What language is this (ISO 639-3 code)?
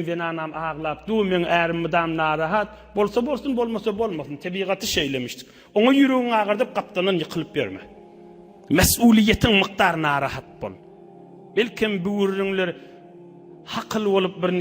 tuk